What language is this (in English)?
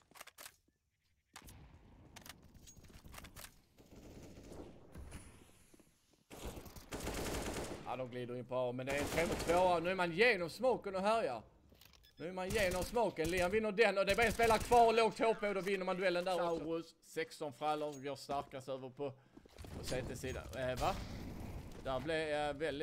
Swedish